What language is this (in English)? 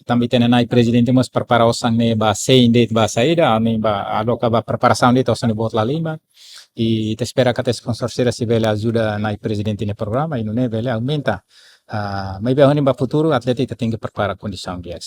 Tetum